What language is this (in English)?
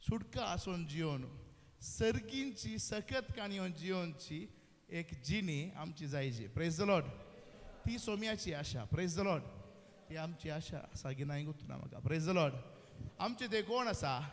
Konkani